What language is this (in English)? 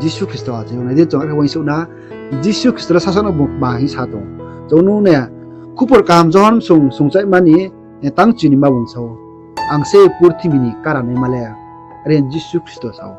Riang (India)